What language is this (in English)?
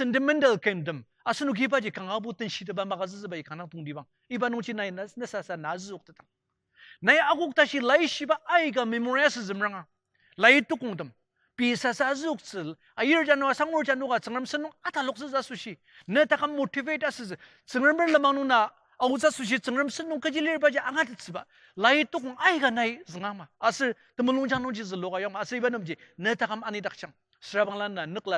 Ao Naga